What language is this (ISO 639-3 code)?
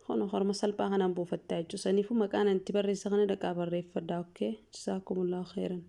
orm